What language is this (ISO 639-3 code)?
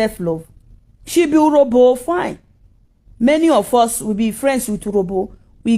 pcm